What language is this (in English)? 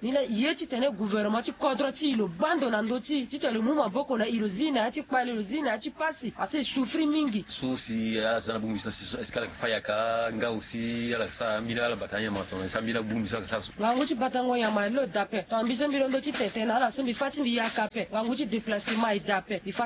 Sango